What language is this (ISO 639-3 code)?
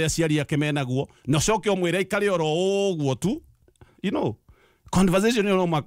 kik